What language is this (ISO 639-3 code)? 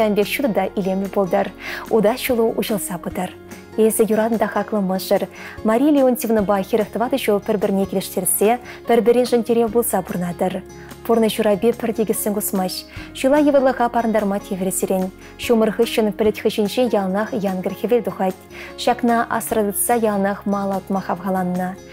chv